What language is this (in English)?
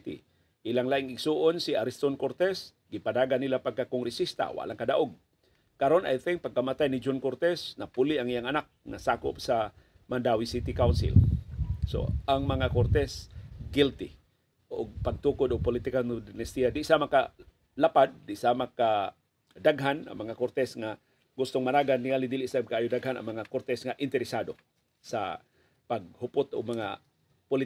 Cebuano